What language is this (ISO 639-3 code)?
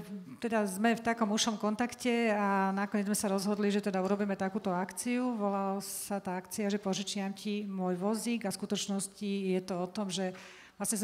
slk